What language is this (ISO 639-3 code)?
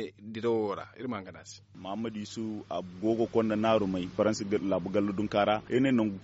dje